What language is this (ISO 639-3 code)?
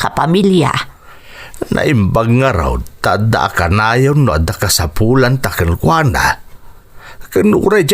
ilo